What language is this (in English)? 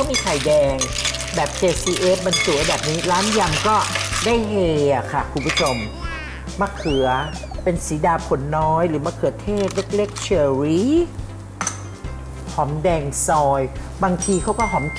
Thai